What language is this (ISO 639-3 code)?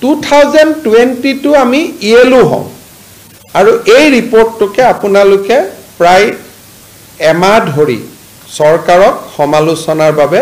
asm